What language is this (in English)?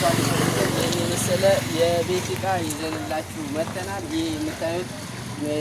Amharic